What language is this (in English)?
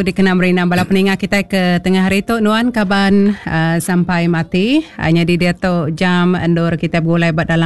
Iban